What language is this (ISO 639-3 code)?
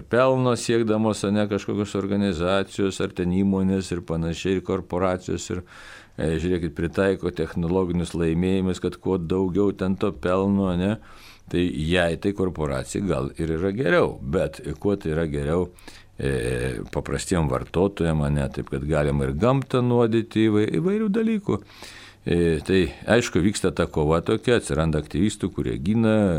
lit